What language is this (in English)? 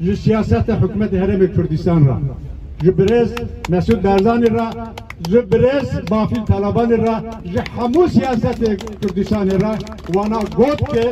Kurdish